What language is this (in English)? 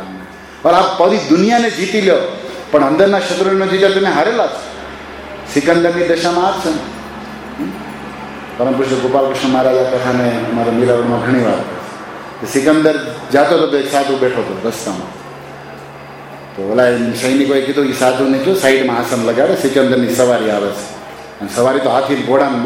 Gujarati